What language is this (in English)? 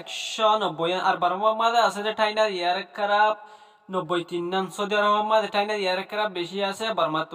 Rohingya